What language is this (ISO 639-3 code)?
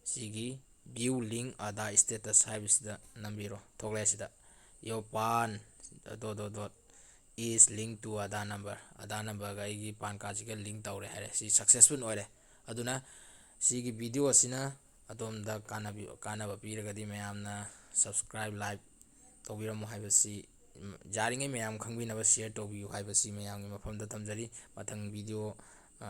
mni